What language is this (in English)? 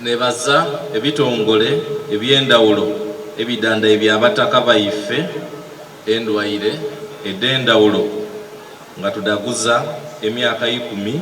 Soga